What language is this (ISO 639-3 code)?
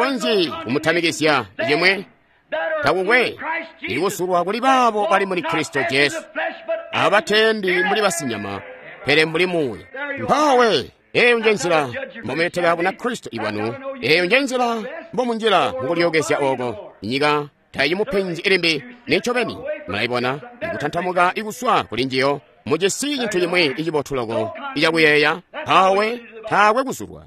toi